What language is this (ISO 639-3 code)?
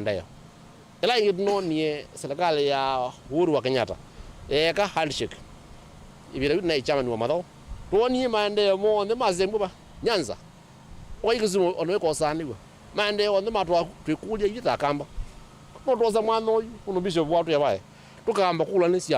kam